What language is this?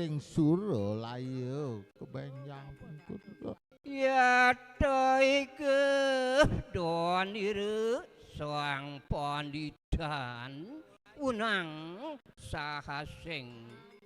Balinese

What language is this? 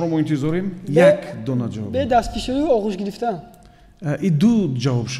Tajik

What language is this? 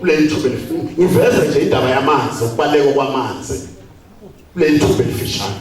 Zulu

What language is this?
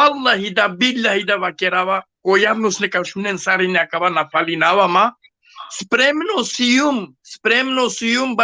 Balkan Romani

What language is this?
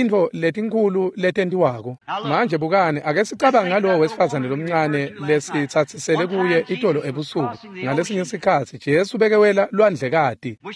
Swati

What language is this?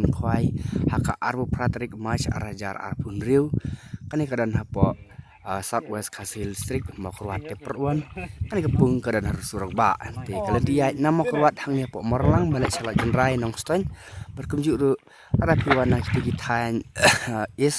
Khasi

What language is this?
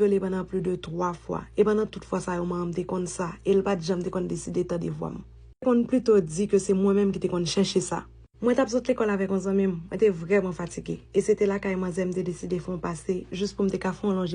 Haitian Creole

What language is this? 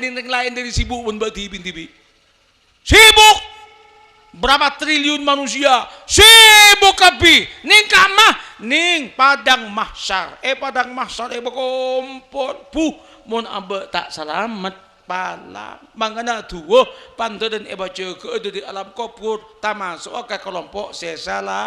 Madurese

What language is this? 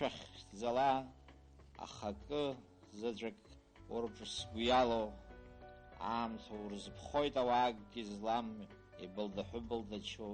Abkhazian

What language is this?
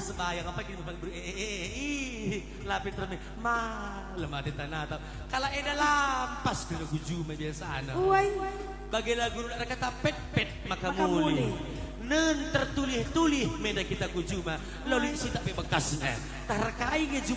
Batak Karo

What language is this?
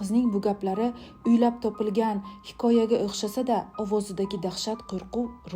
Uzbek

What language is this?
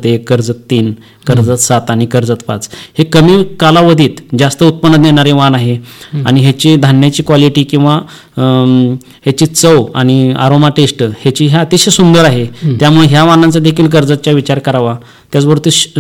Marathi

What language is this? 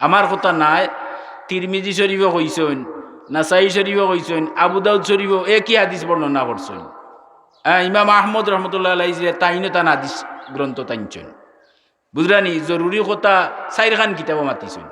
Sylheti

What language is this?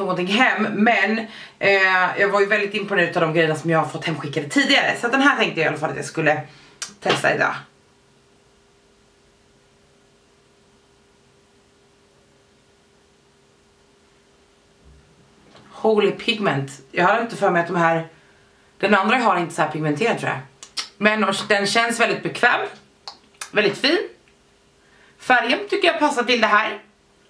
Swedish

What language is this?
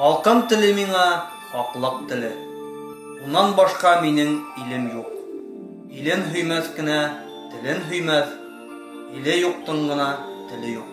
Bashkir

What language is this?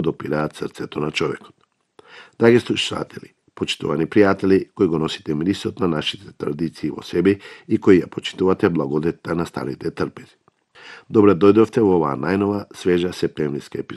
Macedonian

